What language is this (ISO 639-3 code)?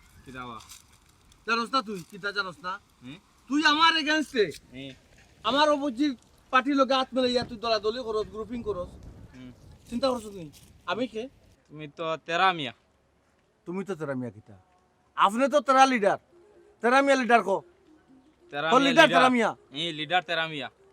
syl